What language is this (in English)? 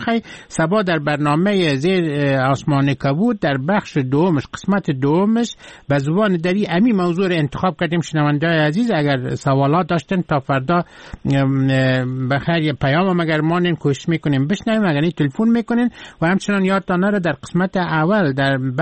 Persian